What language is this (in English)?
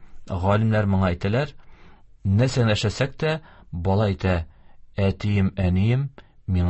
Tatar